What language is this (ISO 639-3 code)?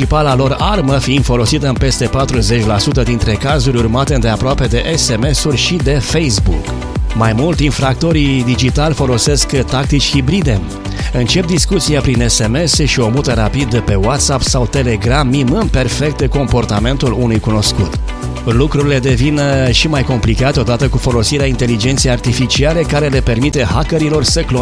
ron